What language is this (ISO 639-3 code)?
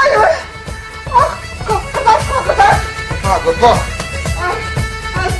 chv